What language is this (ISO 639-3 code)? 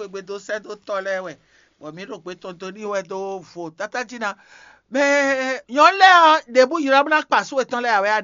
fon